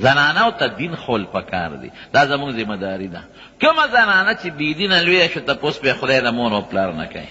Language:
Pashto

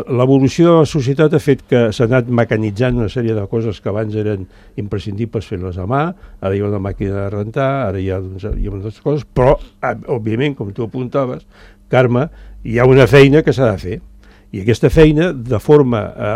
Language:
Catalan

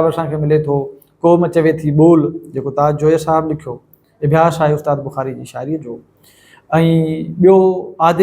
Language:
Sindhi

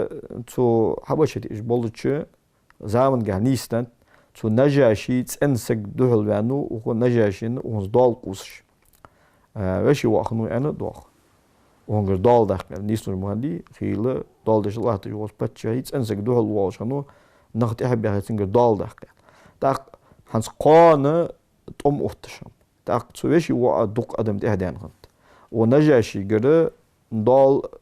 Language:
Ingush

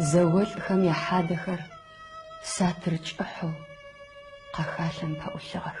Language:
Adyghe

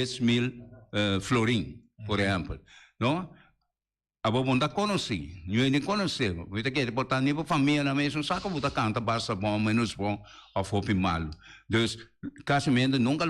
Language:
Papiamento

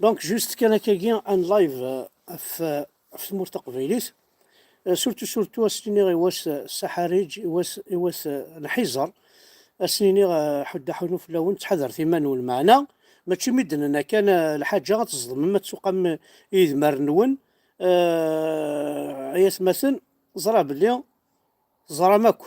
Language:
Kabyle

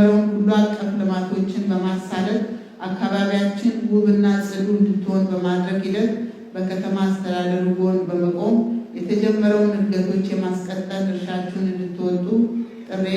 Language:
Amharic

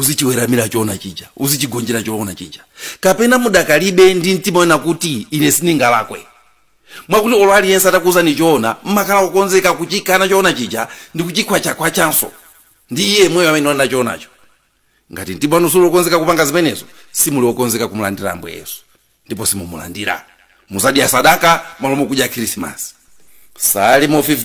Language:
Nyanja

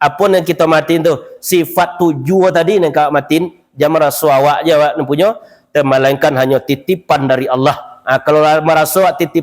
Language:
Minangkabau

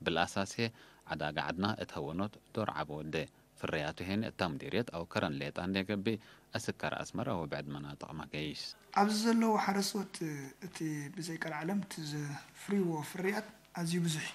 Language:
Tigre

